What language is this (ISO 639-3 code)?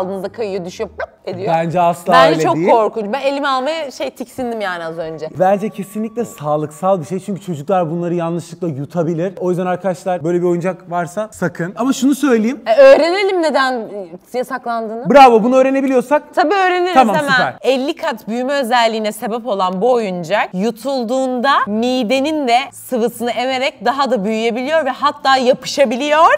tur